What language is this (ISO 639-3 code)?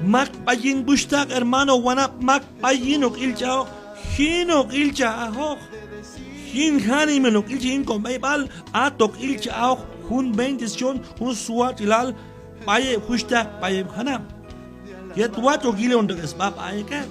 kjb